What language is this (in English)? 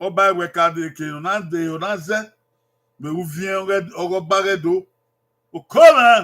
Bini